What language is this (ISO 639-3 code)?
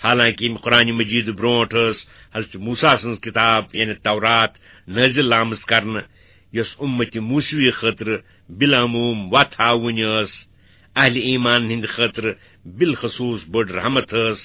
kas